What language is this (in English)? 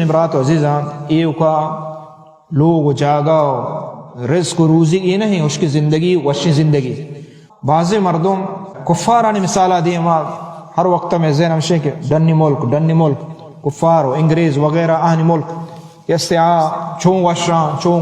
Baluchi